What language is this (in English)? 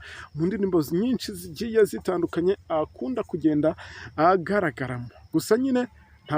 Kinyarwanda